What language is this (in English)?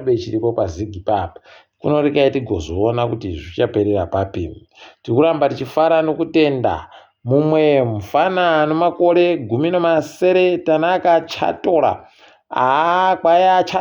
Ndau